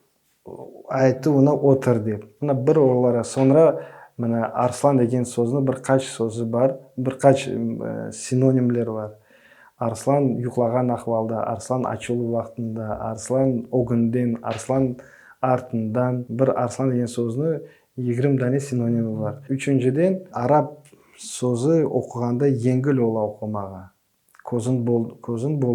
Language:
Crimean Tatar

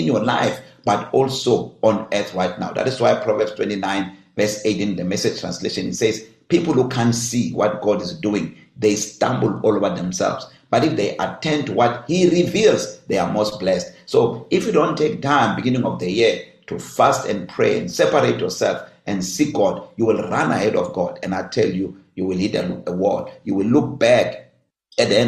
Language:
English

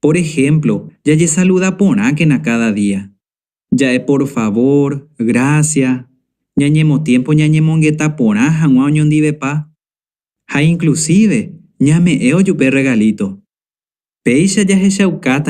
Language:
Guarani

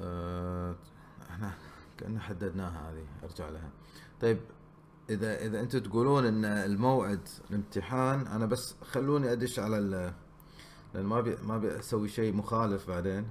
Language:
Gulf Arabic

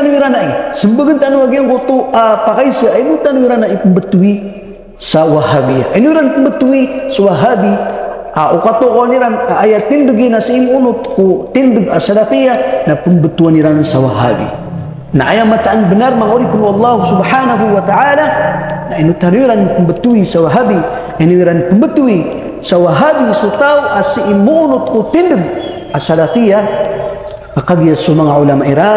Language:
Maranao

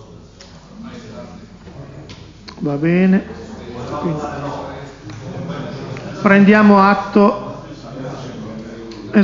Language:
Italian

